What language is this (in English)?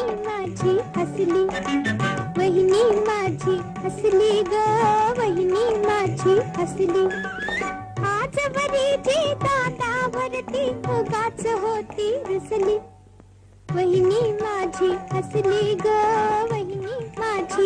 Marathi